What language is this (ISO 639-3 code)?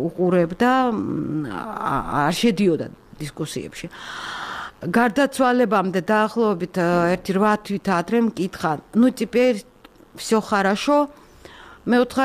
kat